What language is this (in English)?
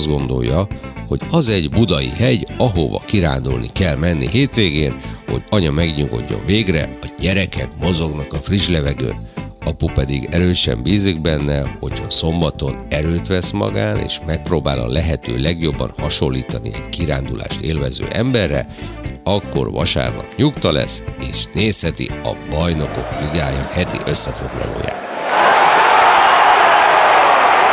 Hungarian